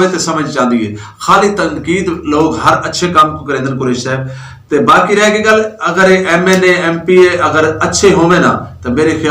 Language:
Saraiki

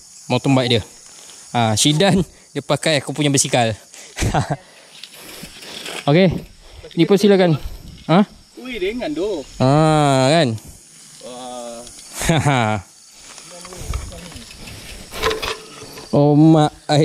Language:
Malay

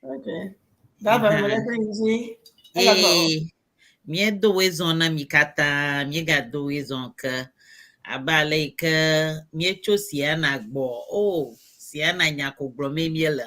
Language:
Ewe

